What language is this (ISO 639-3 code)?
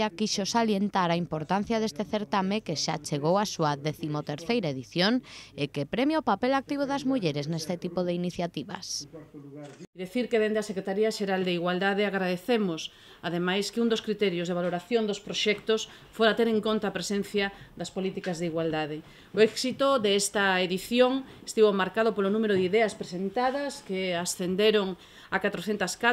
glg